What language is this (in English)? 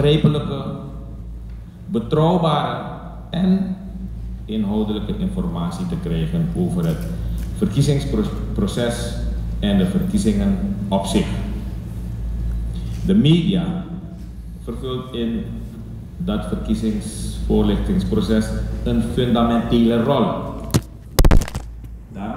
Dutch